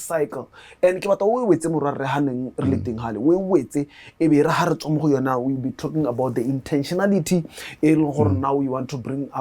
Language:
Tswana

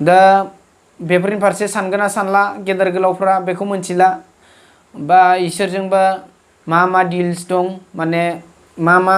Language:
Bodo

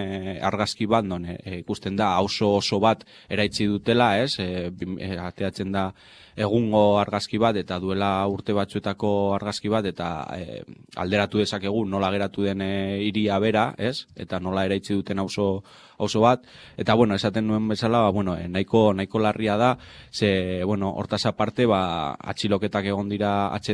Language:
Basque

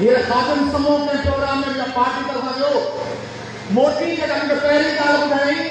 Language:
Sindhi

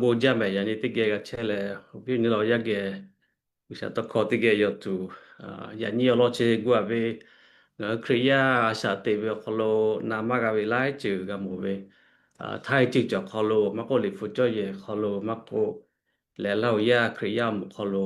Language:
Lahu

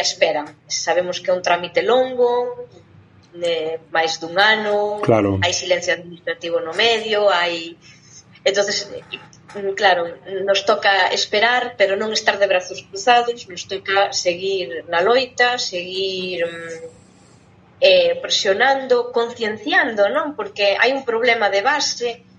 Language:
Galician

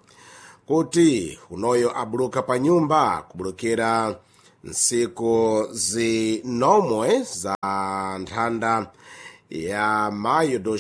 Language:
Sena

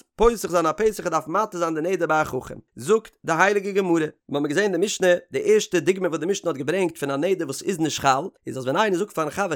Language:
Yiddish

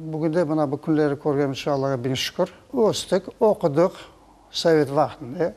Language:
Crimean Tatar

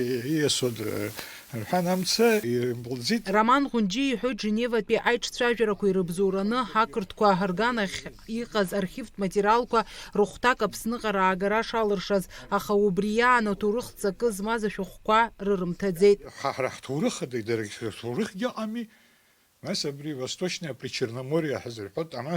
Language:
Abkhazian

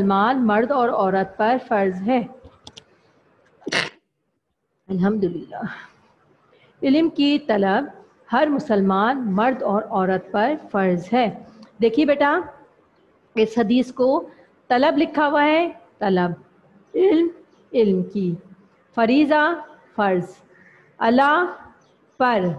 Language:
Urdu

